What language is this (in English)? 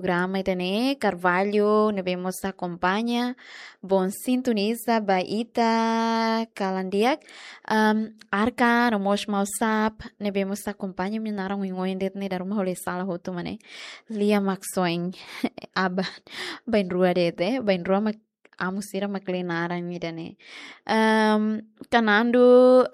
Tetum